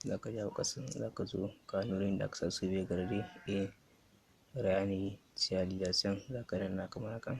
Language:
Hausa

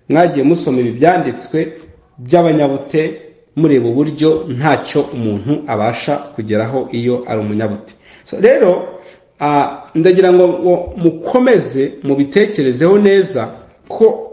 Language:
Kinyarwanda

